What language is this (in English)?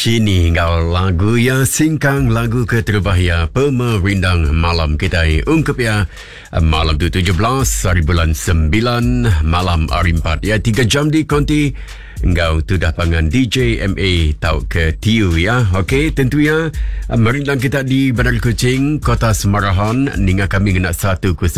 Iban